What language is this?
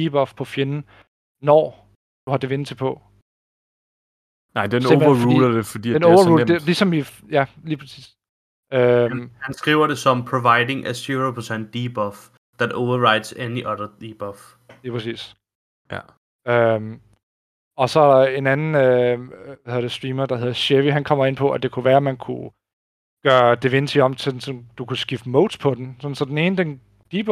Danish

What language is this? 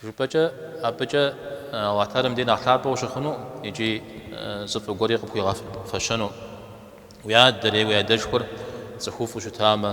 Kabardian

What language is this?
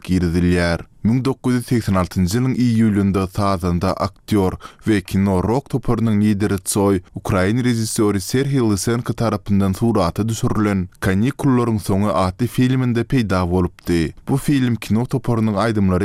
Turkmen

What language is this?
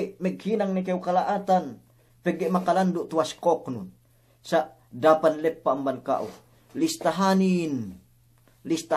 Yakan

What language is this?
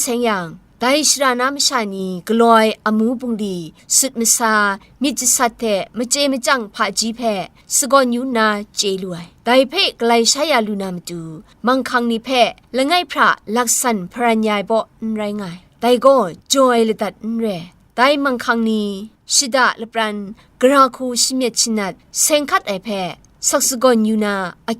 Kachin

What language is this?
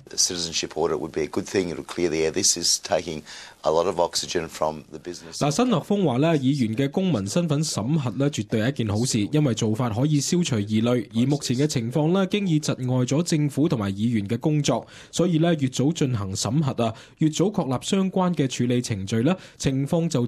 Cantonese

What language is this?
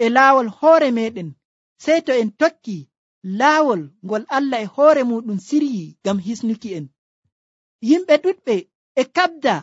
Nigerian Fulfulde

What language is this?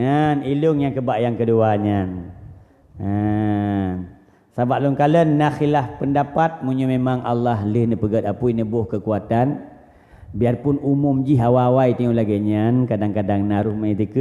Achinese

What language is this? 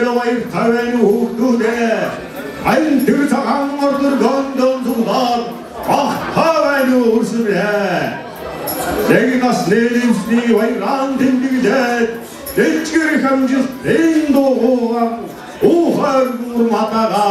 Mongolian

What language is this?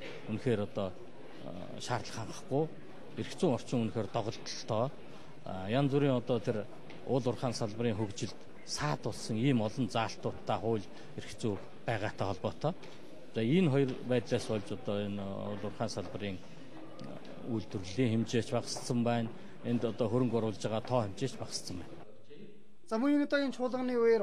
Mongolian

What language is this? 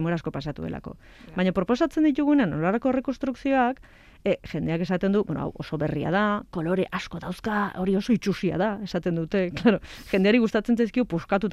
Basque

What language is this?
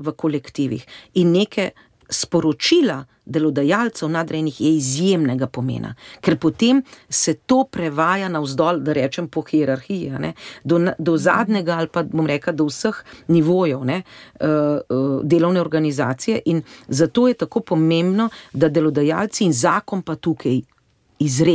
Slovenian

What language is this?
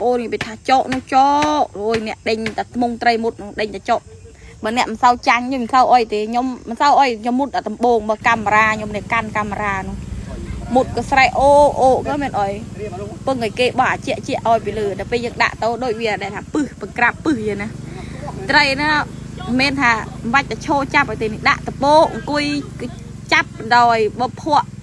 Khmer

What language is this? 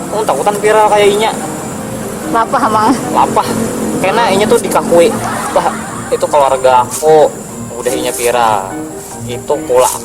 Banjar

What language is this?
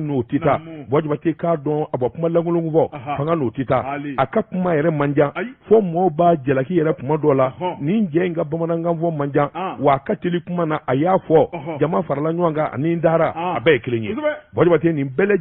Bambara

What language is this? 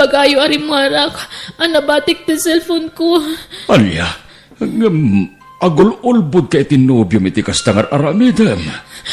Iloko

